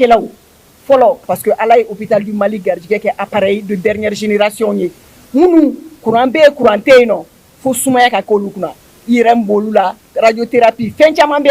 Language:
Bambara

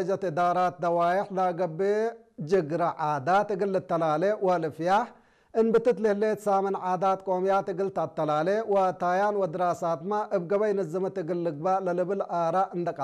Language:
Tigre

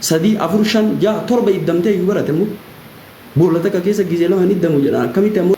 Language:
Oromo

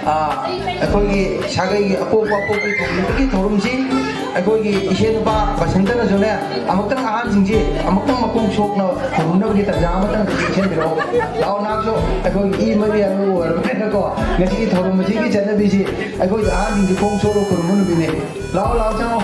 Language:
Manipuri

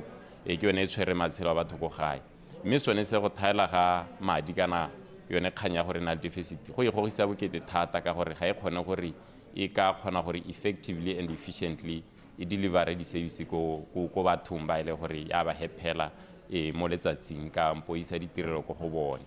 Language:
Tswana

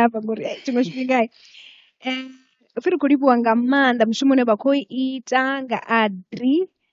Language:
Venda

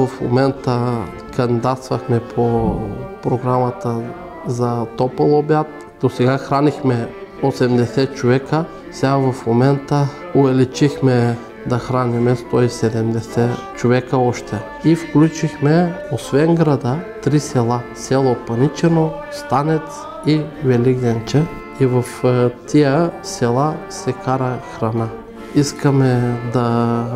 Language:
Bulgarian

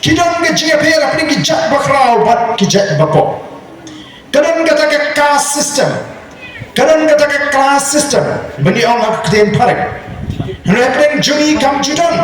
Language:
Khasi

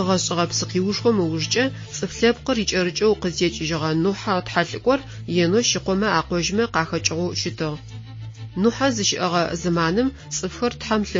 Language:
Adyghe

